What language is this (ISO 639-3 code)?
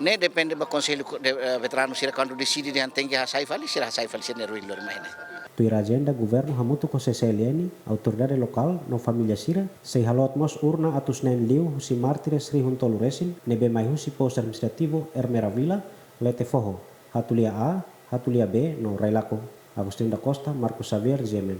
tet